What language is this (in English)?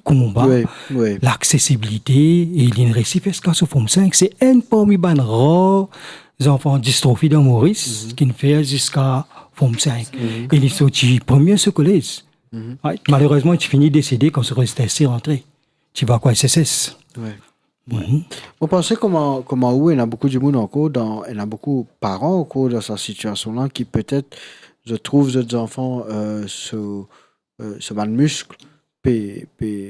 Morisyen